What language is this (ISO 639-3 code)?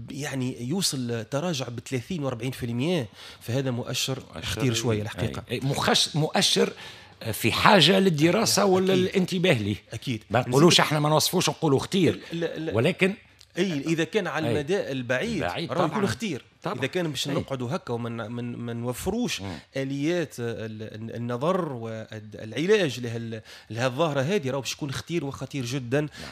aeb